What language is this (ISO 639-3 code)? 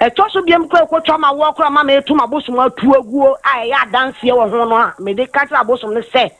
aka